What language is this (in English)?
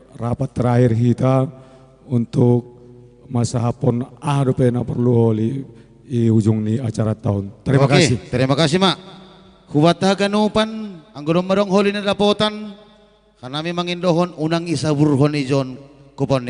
Batak Simalungun